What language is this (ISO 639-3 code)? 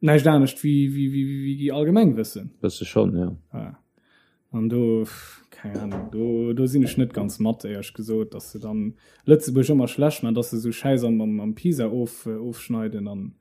ltz